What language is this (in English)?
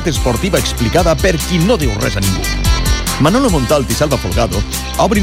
Catalan